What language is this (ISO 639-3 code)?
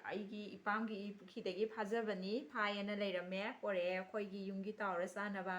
mni